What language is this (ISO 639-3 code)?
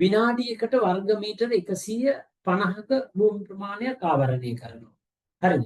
sin